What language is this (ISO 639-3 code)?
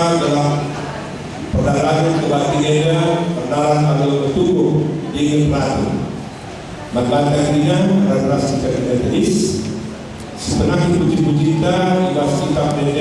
btx